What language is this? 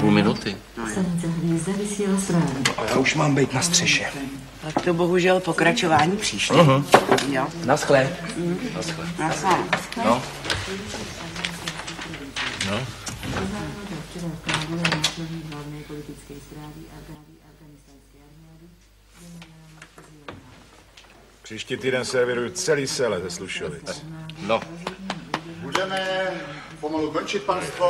Czech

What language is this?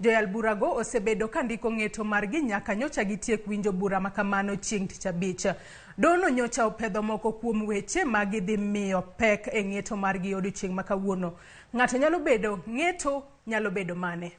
Luo (Kenya and Tanzania)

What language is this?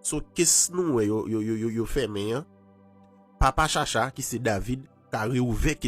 Haitian Creole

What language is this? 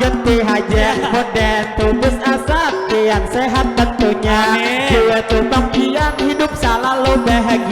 Banjar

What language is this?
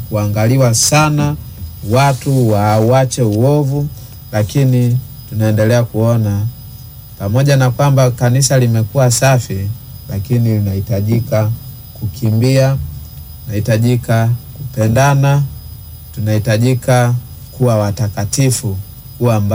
Swahili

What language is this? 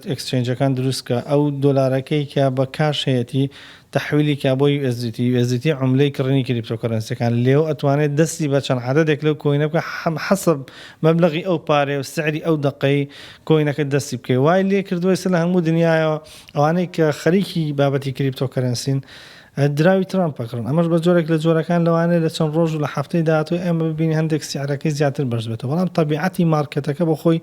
Central Kurdish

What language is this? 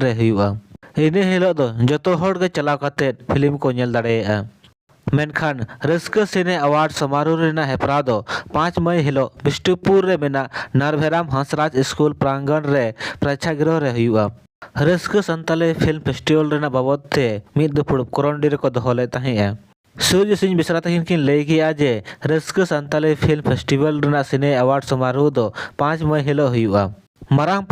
Santali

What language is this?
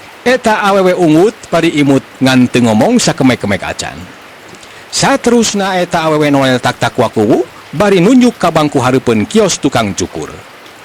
Sundanese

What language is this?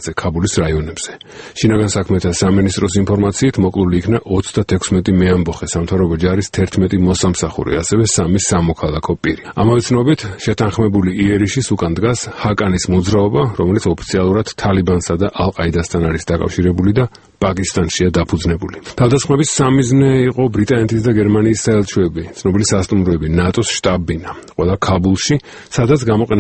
Georgian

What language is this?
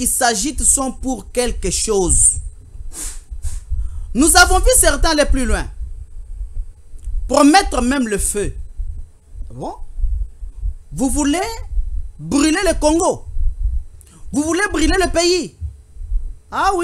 French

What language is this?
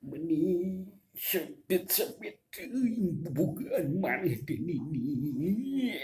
Sundanese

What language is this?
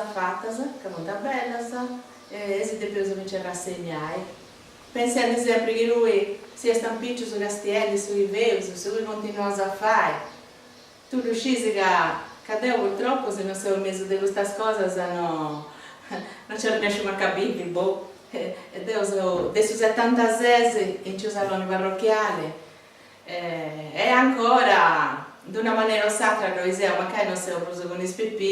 Sardinian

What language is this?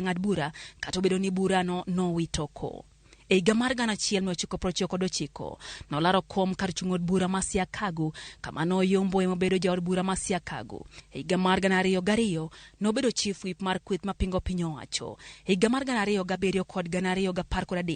Luo (Kenya and Tanzania)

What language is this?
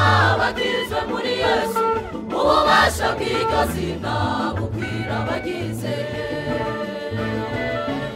Rundi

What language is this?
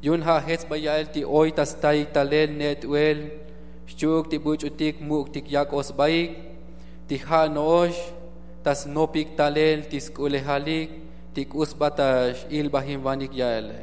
Tzotzil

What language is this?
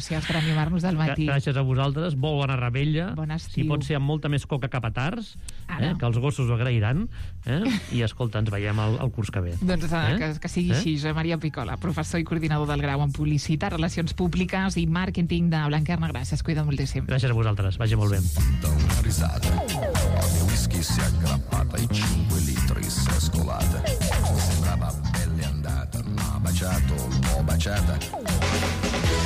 Catalan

